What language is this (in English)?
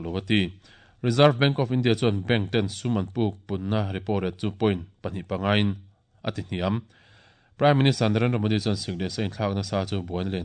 Mizo